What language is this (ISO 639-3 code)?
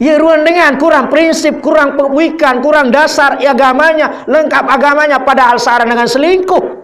sas